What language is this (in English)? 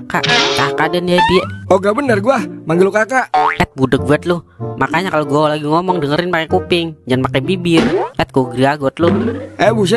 Betawi